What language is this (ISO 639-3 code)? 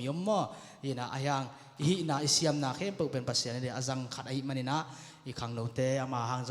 ctd